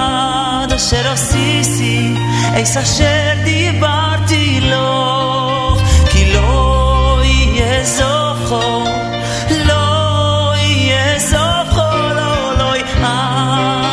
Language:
Hebrew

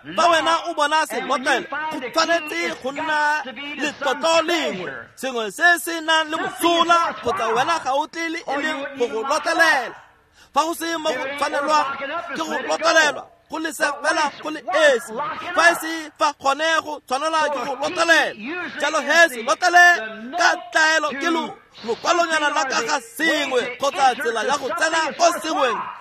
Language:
Tswana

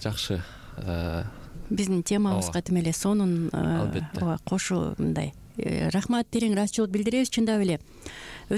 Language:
Kyrgyz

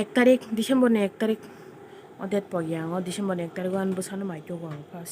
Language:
Kok Borok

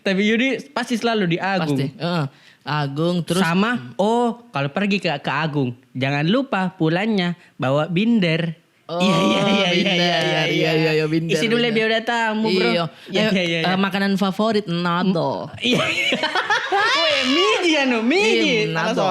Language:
Makassar Malay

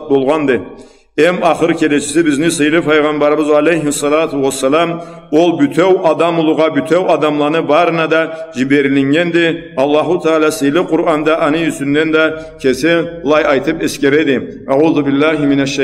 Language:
Karachay-Balkar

